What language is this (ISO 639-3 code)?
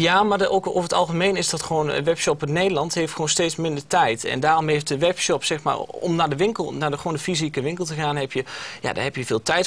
nld